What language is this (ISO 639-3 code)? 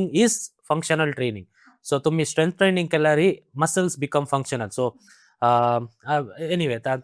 kok